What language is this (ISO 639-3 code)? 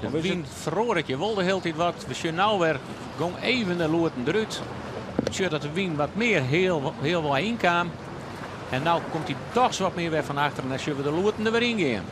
fry